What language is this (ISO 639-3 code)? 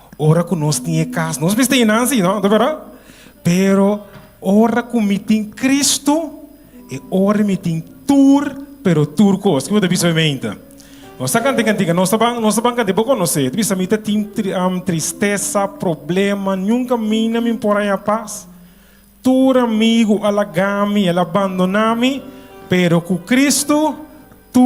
pap